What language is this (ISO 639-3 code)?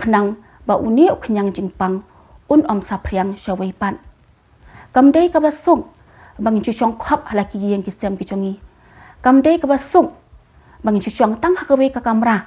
kha